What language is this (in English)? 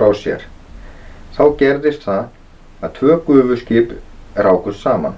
Icelandic